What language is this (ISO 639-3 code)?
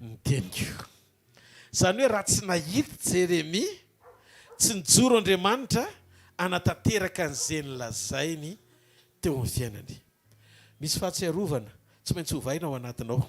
mlg